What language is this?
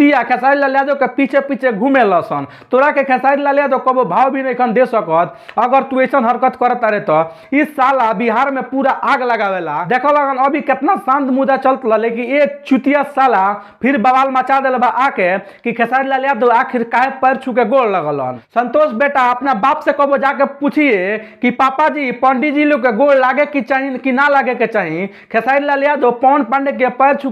Bhojpuri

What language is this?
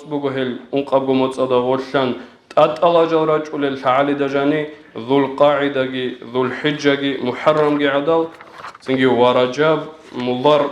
Avaric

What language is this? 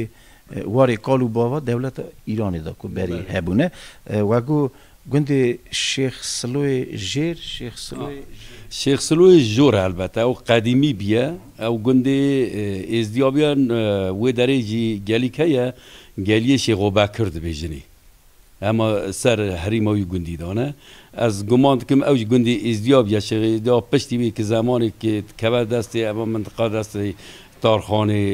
Kurdish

